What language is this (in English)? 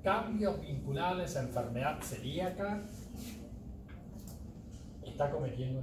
Spanish